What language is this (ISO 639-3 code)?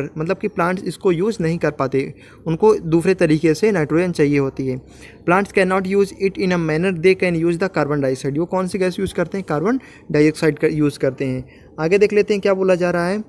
hin